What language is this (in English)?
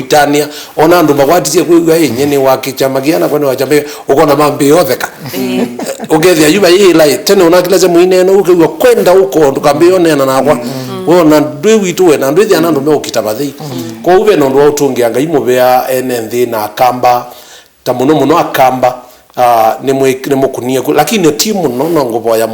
Kamba